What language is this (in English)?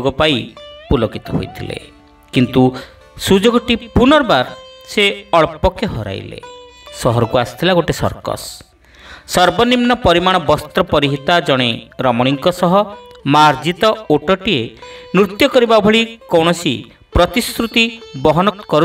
Odia